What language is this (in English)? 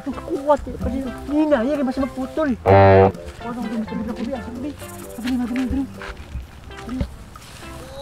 Cebuano